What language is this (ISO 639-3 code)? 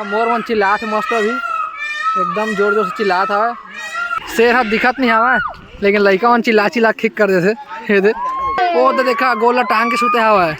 hne